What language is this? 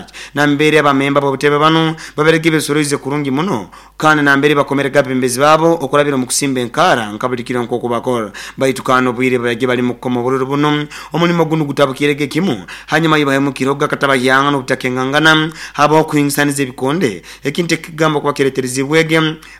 Nyoro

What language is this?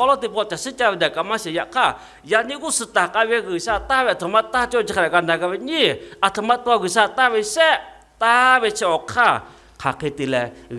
Lahu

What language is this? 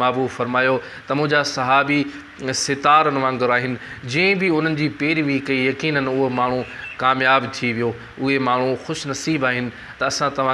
Sindhi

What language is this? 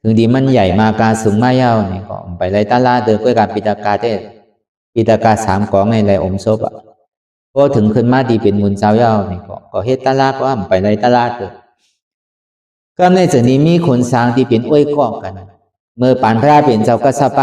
Shan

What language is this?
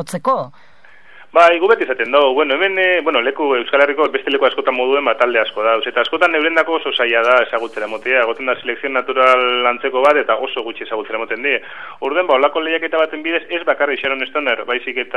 Basque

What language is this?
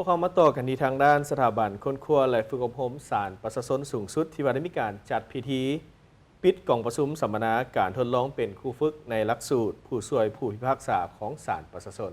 Lao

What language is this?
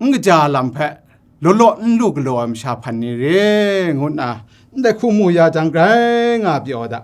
Kachin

